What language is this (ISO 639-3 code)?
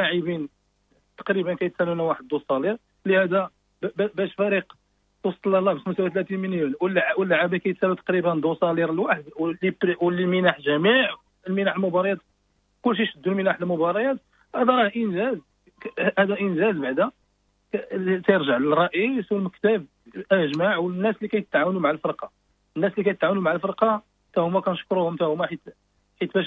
ary